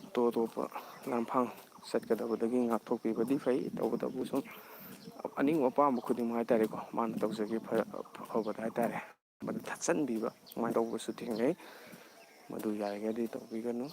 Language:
Manipuri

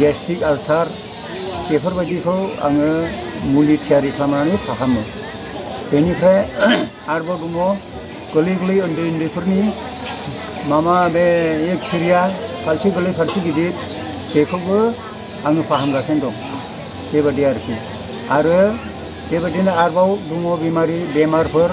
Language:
Bodo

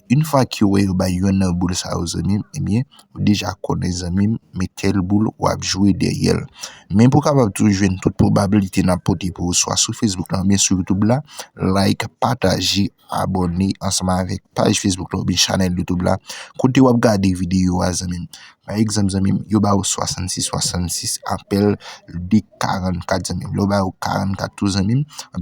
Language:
Haitian Creole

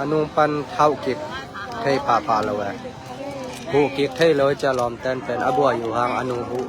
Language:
Tedim Chin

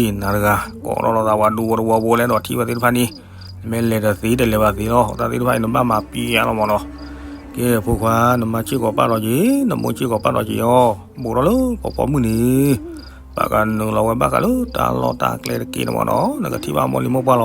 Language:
S'gaw Karen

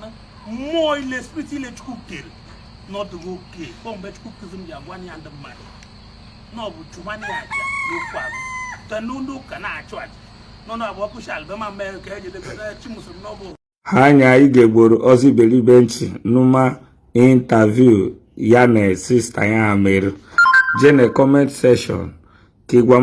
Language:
Igbo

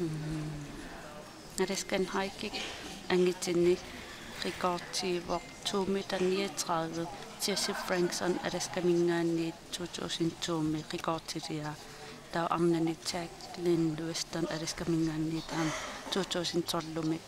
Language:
Kalaallisut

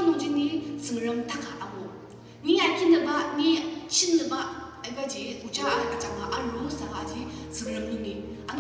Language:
Ao Naga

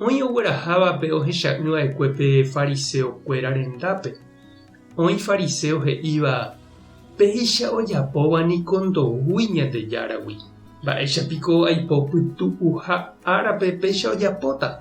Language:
Guarani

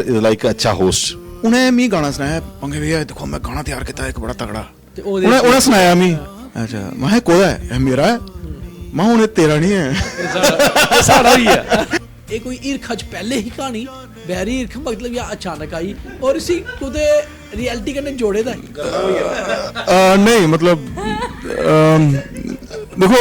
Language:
Dogri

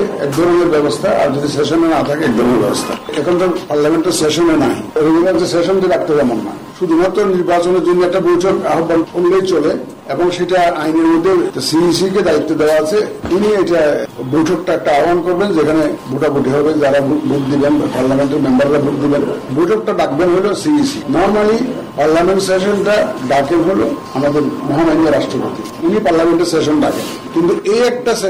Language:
Bangla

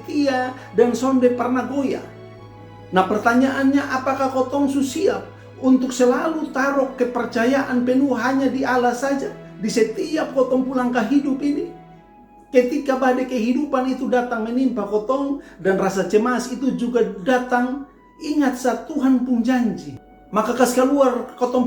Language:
Kupang Malay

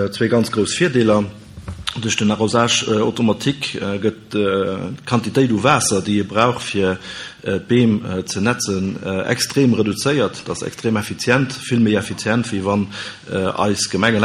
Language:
Luxembourgish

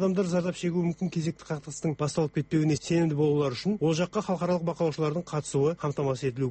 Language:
Kazakh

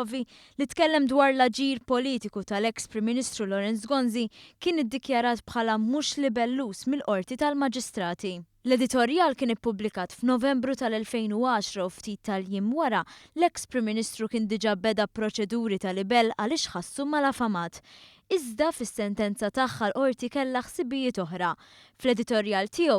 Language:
Maltese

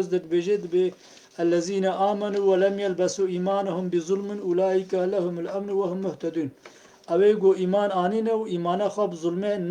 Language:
Kurdish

